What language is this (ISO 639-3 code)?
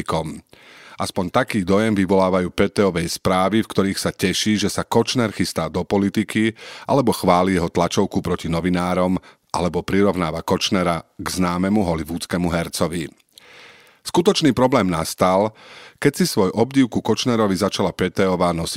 slk